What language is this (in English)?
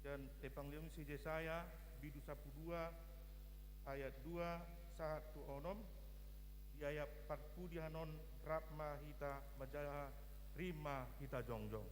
Batak Toba